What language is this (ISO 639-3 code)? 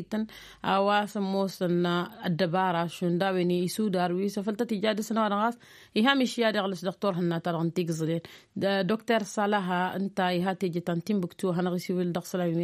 taq